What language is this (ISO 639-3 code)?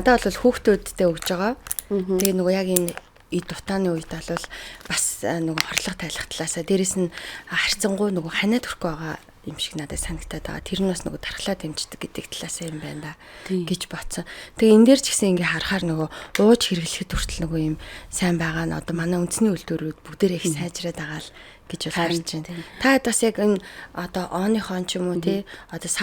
mon